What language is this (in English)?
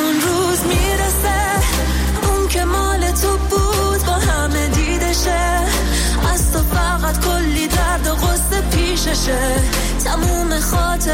Persian